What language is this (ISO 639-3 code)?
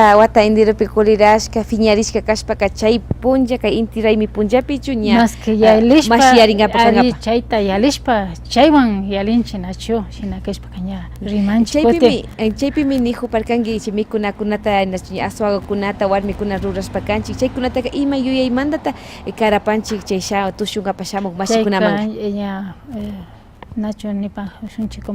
qvi